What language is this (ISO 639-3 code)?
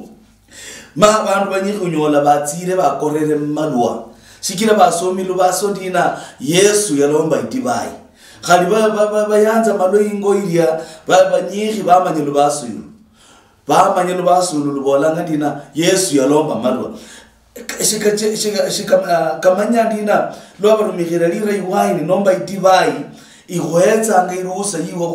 luy